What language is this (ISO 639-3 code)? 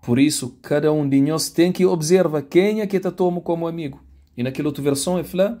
kea